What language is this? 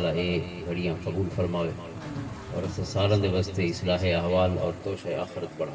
Western Panjabi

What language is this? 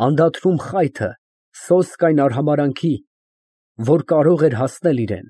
Armenian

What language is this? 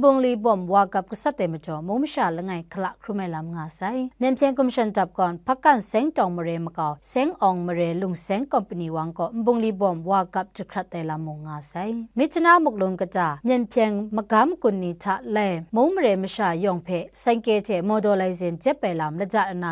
Kachin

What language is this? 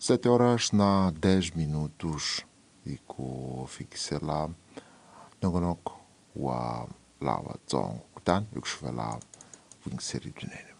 Tsonga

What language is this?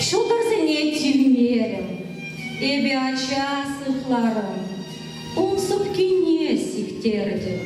Chuvash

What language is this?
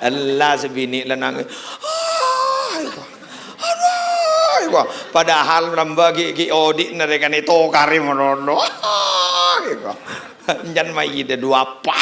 Madurese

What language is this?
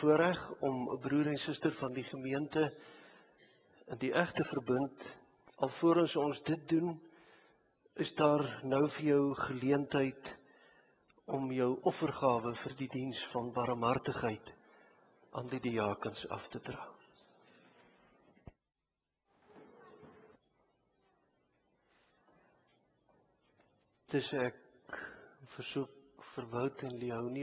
Afrikaans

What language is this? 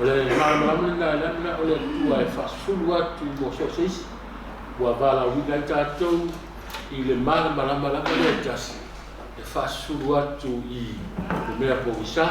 Samoan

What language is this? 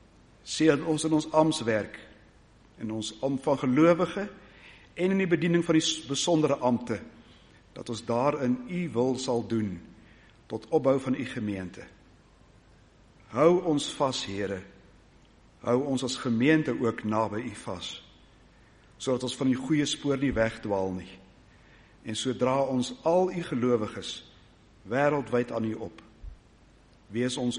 Afrikaans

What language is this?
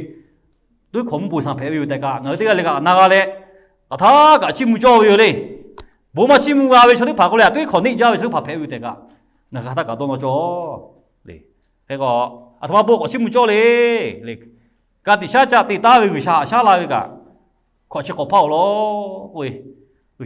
Lahu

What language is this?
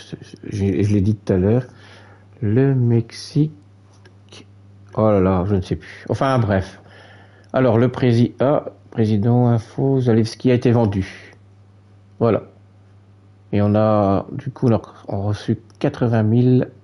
French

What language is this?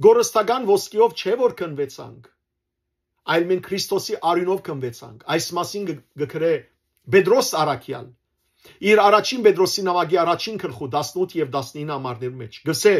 Western Armenian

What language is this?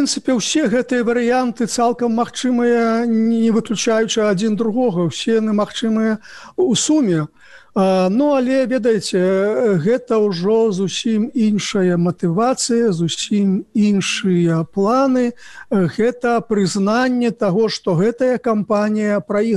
Belarusian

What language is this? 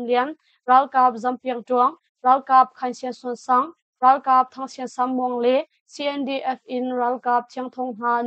Hakha Chin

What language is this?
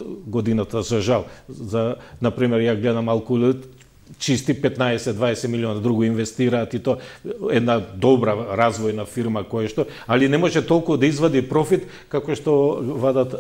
Macedonian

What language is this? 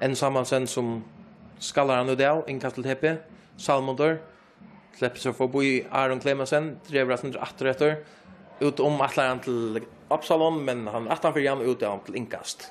Faroese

